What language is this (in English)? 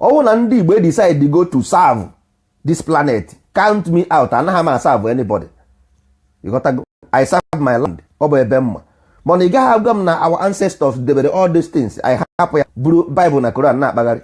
Igbo